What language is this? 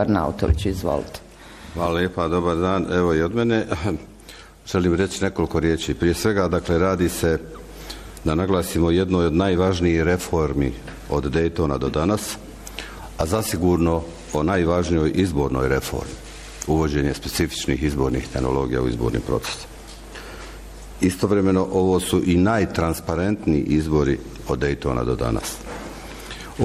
Bosnian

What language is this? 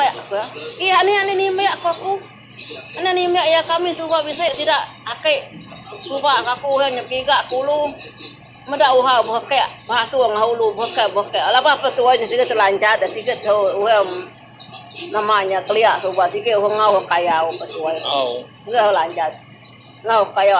Iban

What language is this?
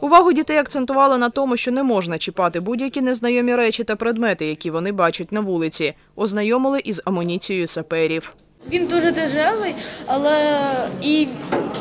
Ukrainian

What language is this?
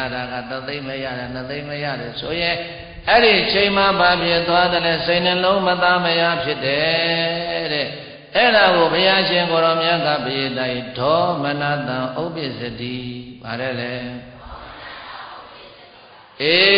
Burmese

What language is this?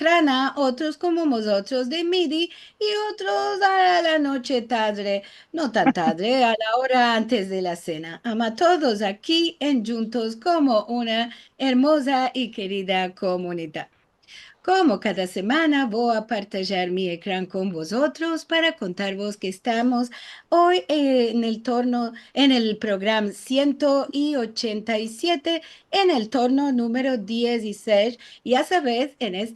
Ladino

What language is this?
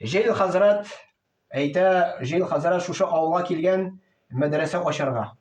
Tatar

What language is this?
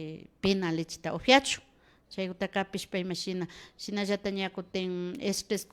Imbabura Highland Quichua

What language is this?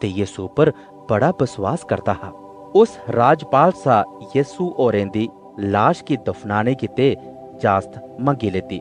Dogri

